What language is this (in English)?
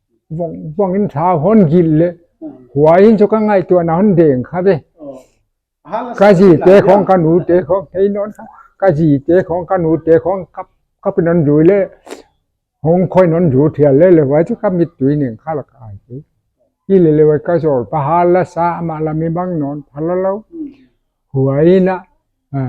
Paite Chin